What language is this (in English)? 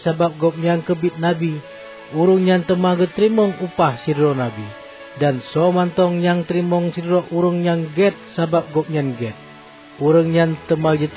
Achinese